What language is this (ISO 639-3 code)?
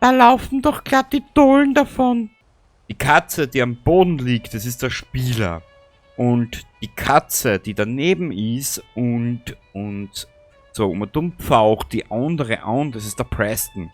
bar